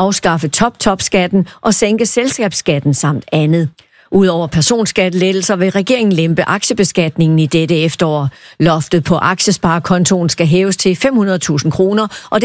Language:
Danish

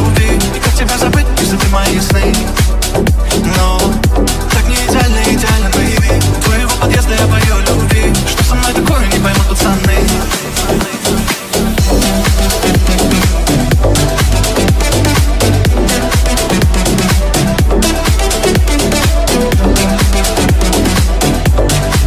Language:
Russian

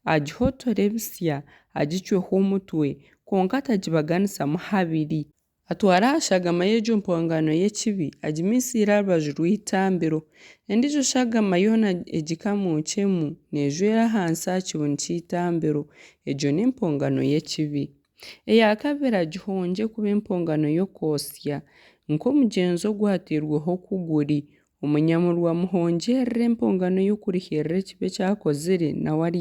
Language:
Nyankole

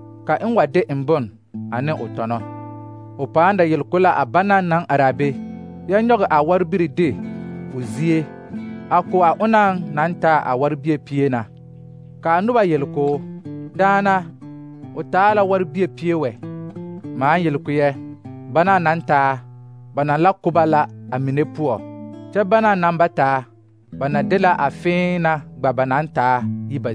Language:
Southern Dagaare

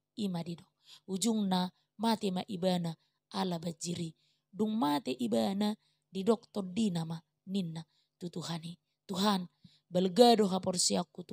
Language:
Batak Toba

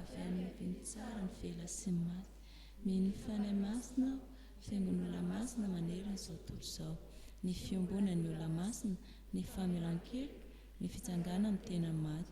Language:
Malagasy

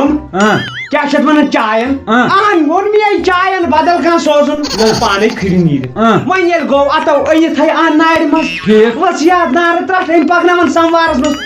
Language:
Kashmiri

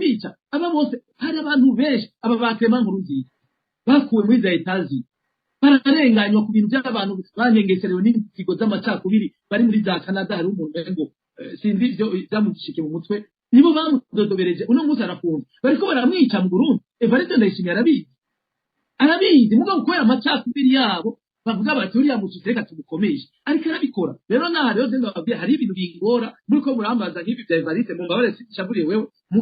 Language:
Rundi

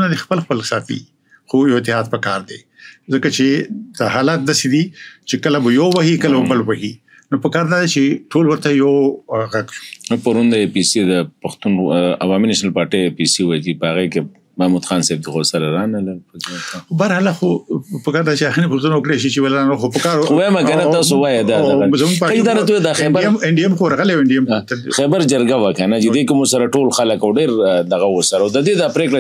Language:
Pashto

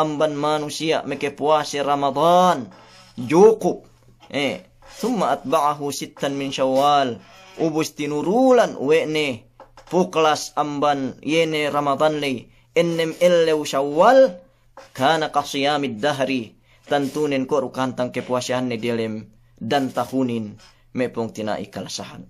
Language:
Yakan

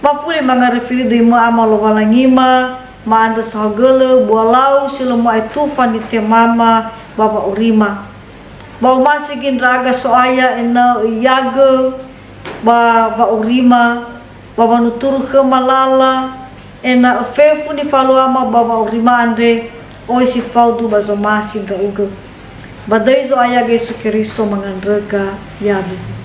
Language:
Nias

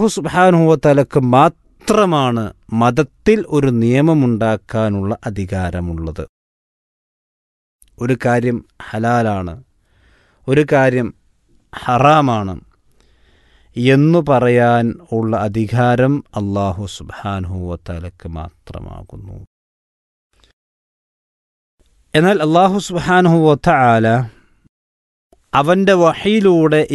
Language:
Malayalam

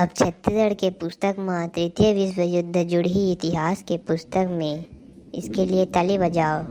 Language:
Chhattisgarhi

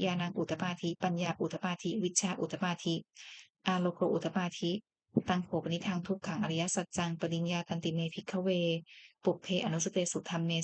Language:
Pali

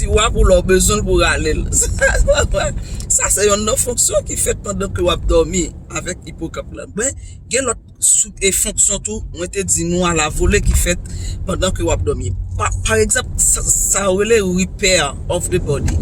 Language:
Haitian Creole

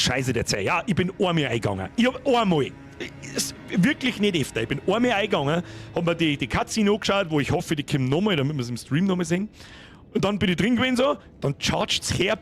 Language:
Bavarian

